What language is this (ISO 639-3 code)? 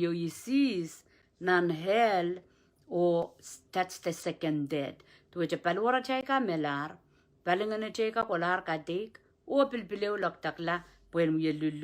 pon